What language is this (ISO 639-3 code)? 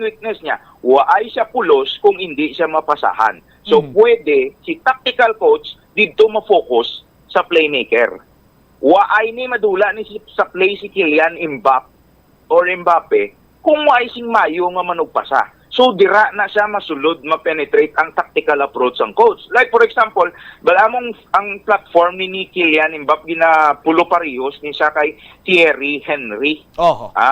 hil